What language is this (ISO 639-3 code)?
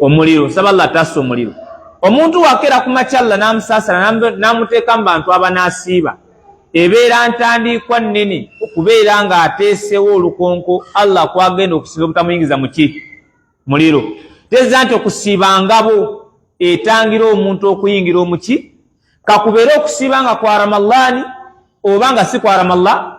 lug